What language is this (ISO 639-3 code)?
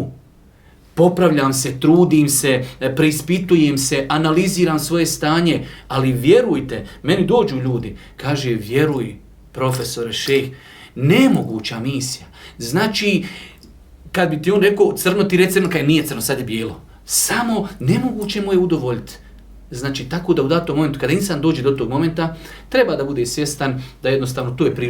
bos